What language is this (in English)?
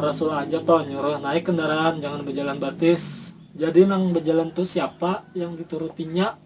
Banjar